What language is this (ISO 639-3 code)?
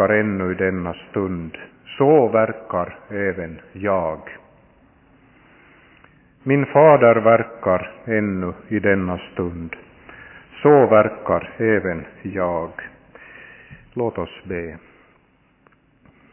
swe